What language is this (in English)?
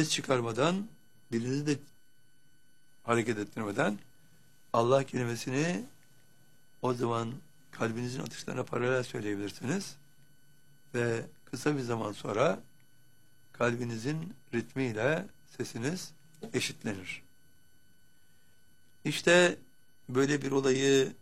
Turkish